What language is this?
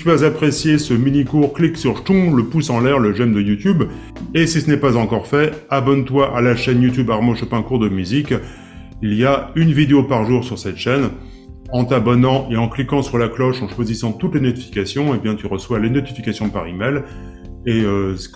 French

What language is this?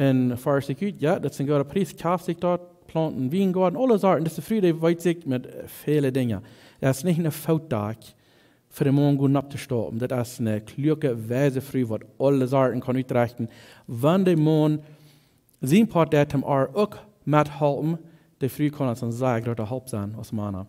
Plautdietsch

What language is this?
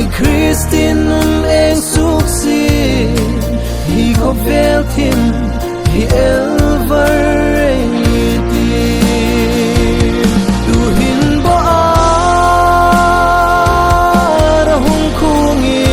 Hmar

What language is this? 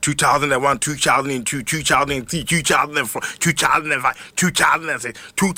Akan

